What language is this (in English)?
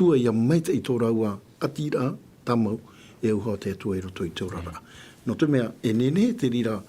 Tahitian